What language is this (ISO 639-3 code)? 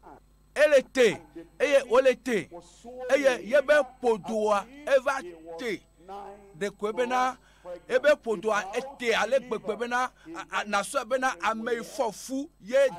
ewe